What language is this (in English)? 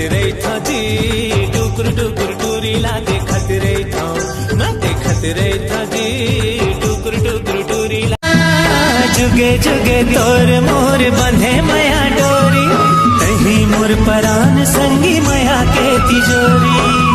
Chhattisgarhi